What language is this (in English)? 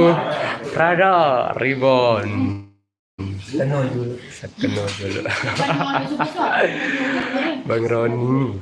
Sasak